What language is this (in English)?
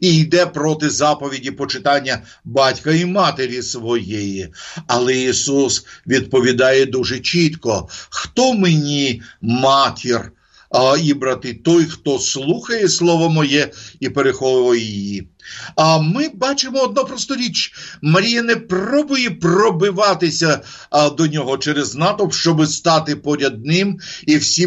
Ukrainian